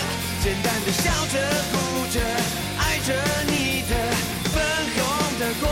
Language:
Chinese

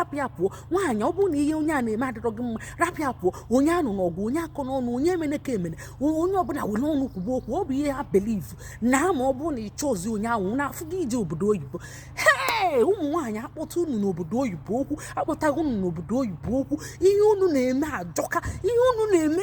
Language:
Igbo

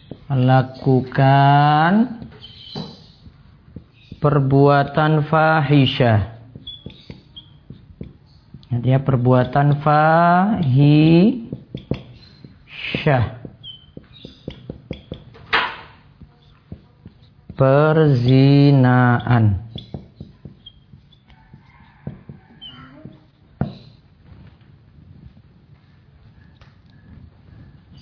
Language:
Indonesian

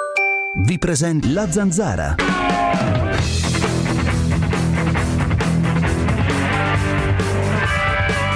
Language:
Italian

